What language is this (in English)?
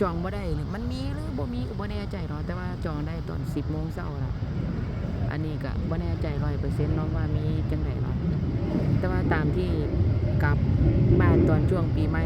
Lao